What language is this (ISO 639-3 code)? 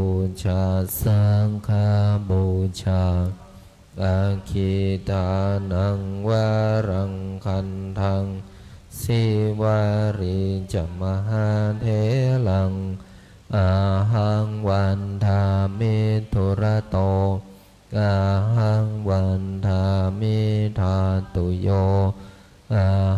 pli